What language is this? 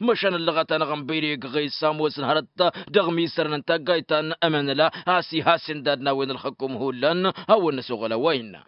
Tamasheq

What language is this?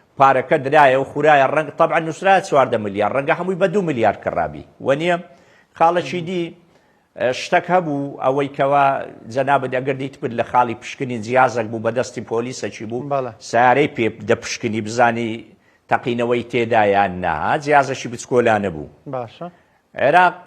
Central Kurdish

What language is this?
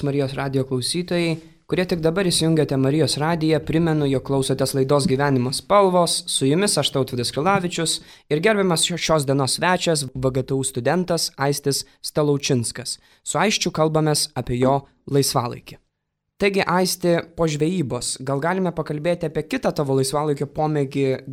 Lithuanian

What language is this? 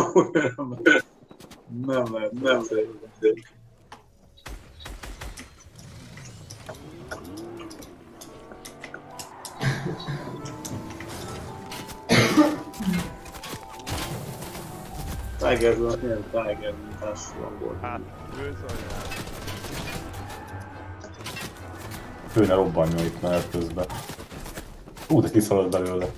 Hungarian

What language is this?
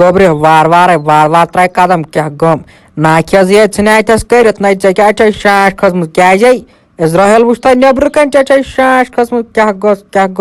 Kashmiri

